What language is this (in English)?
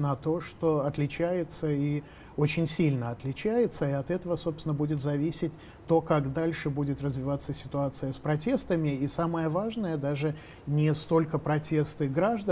Russian